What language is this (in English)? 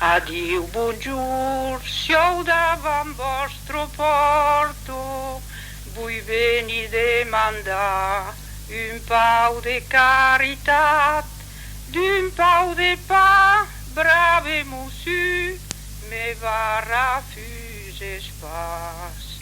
Occitan